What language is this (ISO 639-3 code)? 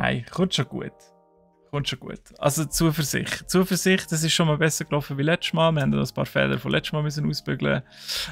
gsw